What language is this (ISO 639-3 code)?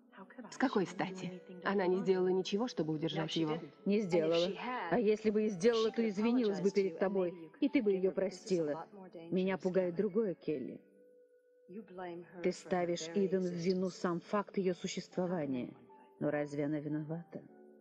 rus